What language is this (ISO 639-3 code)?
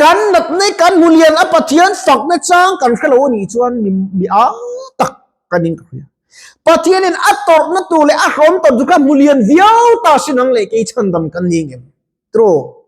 lus